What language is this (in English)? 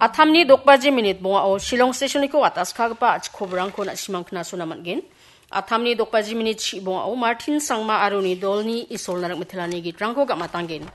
Garo